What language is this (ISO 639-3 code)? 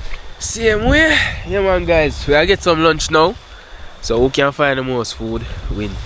jam